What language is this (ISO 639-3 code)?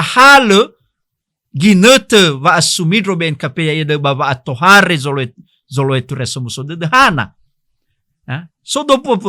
nia